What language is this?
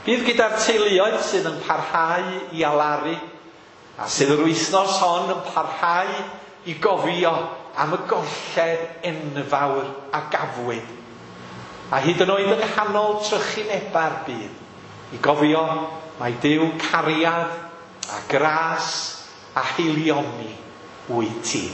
Welsh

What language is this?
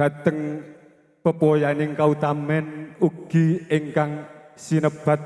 Javanese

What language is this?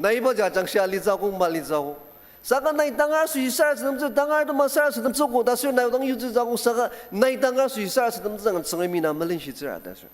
Ao Naga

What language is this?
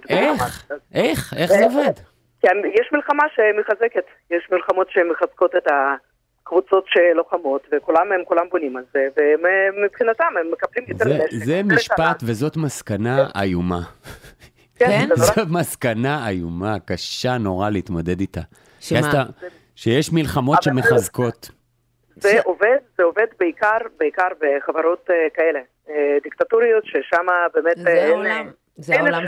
Hebrew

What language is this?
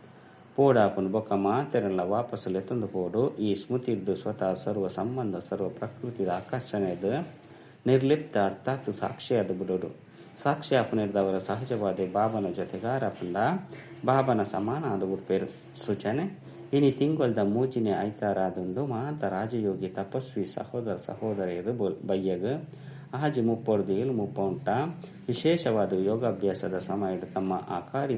Tulu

